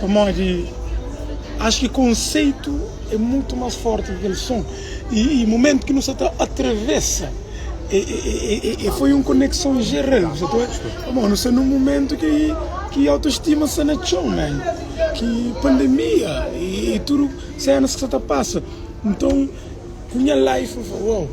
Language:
Kabuverdianu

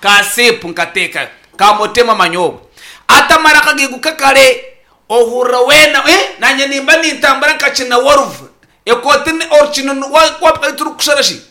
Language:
Nyankole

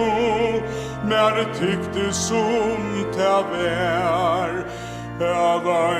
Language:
Faroese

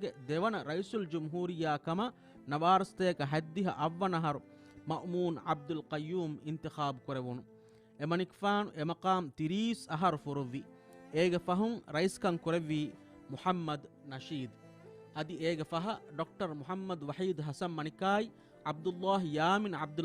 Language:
Divehi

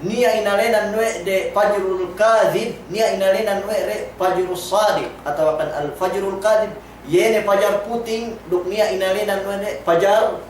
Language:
Yakan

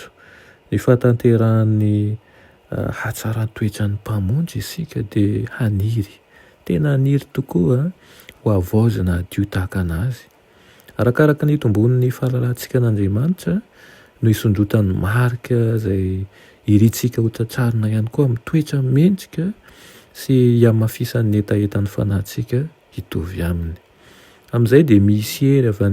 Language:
Malagasy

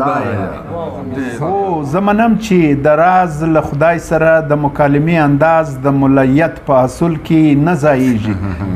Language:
Pashto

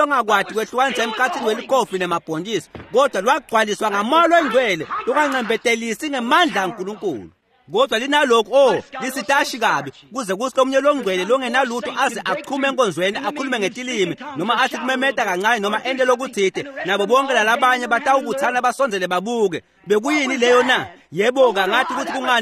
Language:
Swati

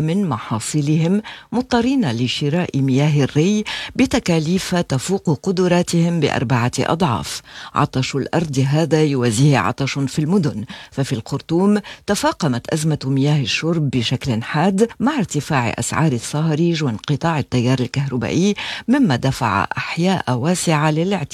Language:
Arabic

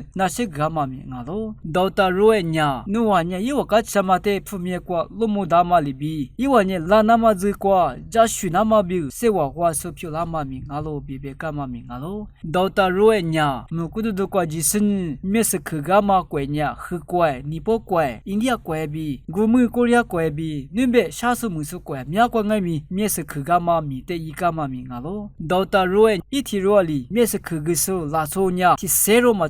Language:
Lisu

